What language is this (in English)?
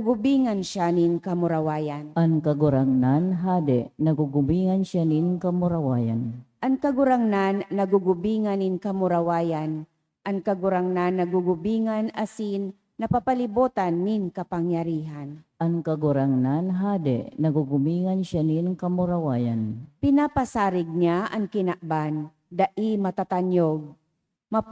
Bikol